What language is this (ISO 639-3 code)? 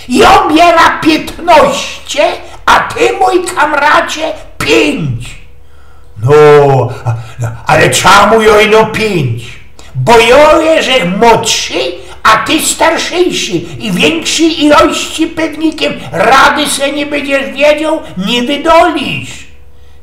szl